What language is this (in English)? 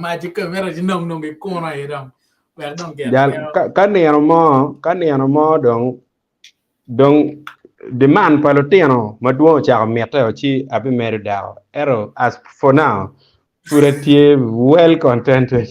Acoli